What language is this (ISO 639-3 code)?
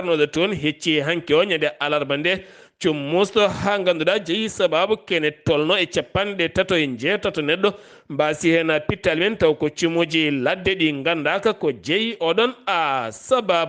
ful